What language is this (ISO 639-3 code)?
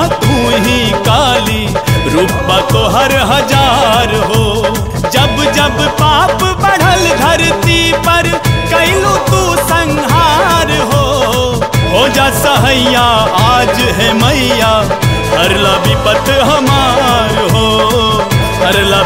bho